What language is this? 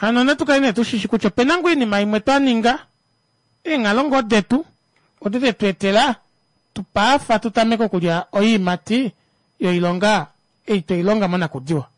Kuanyama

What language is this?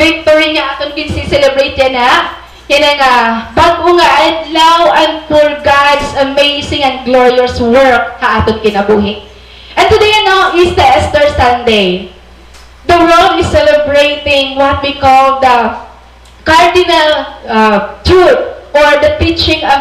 Waray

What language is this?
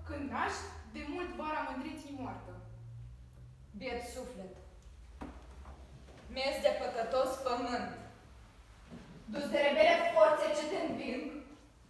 Romanian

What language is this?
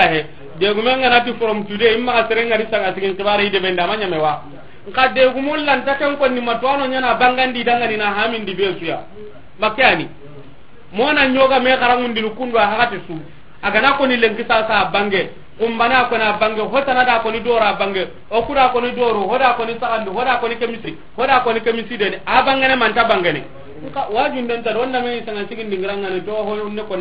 Soninke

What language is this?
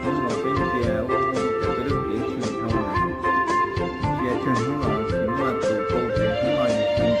Hmong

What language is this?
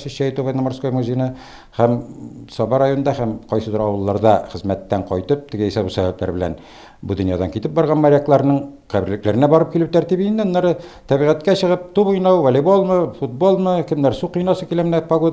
Tatar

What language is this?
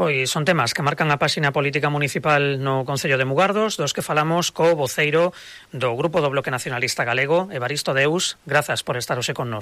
Galician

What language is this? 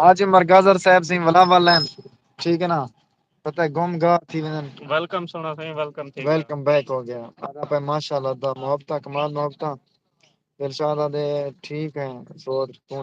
Saraiki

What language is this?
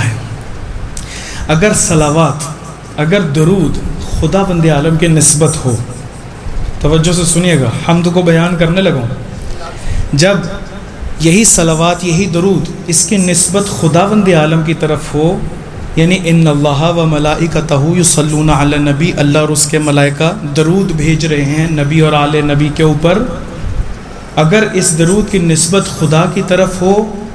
Urdu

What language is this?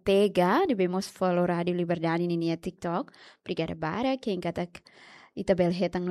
Tetum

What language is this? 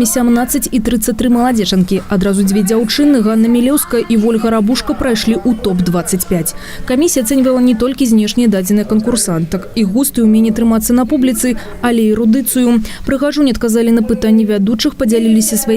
Belarusian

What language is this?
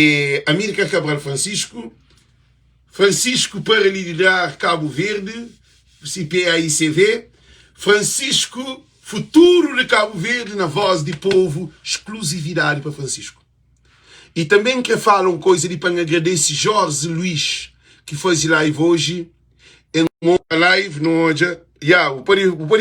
Kabuverdianu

